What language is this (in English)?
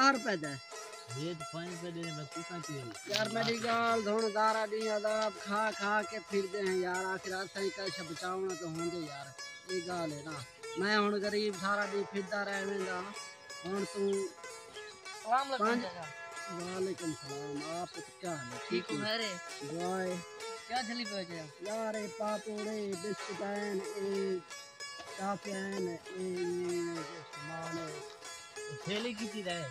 Saraiki